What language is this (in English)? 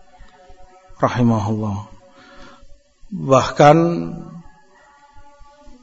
Indonesian